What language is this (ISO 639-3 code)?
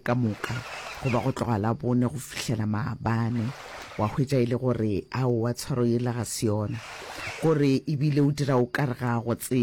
nso